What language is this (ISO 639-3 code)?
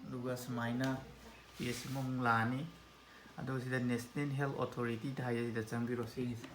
mni